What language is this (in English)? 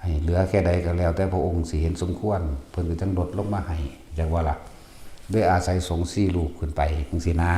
Northeastern Thai